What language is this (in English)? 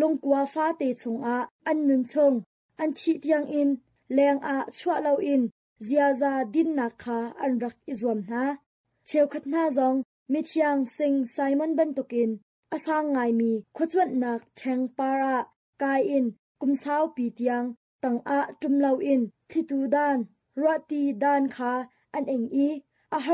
Hakha Chin